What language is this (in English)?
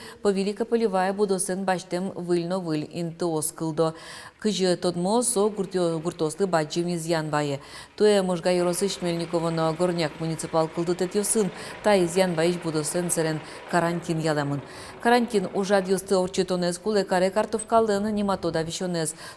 Udmurt